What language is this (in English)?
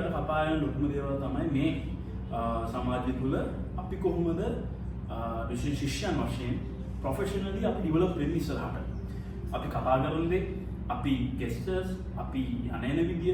Sinhala